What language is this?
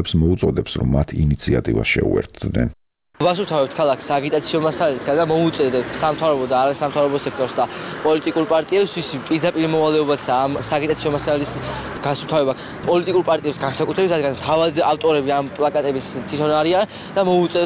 Georgian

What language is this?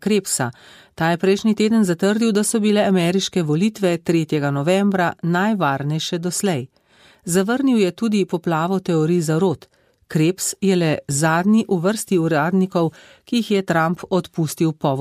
Slovenian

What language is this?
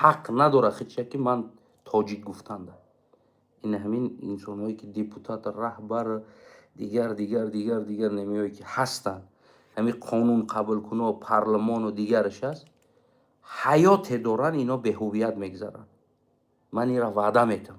Tajik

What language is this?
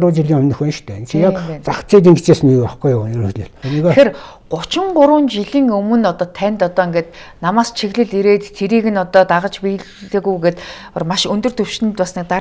Mongolian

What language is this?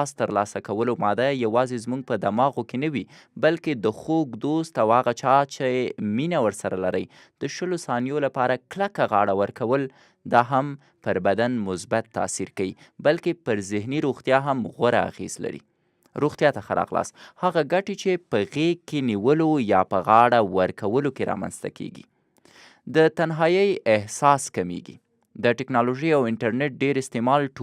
Pashto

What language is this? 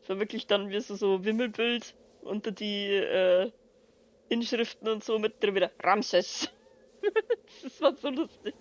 Bavarian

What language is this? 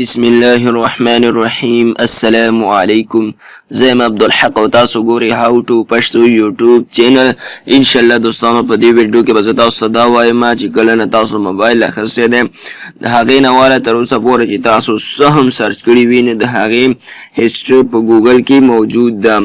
Pashto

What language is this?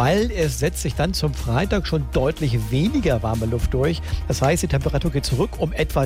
German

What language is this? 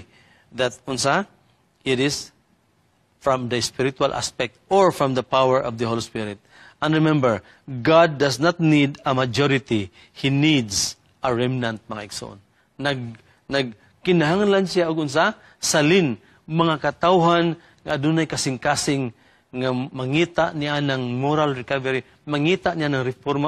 Cebuano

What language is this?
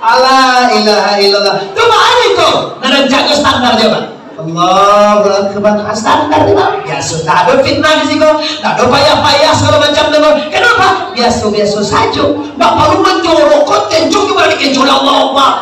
Minangkabau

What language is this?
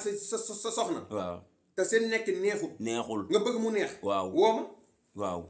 Wolof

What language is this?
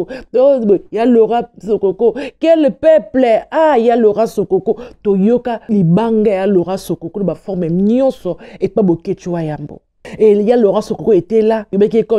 Lingala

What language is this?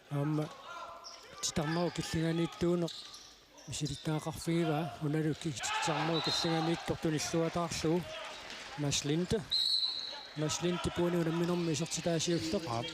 Kalaallisut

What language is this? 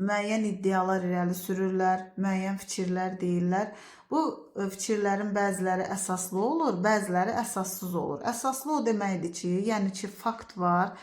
Azerbaijani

